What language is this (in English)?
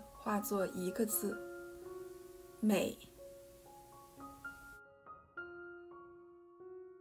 Chinese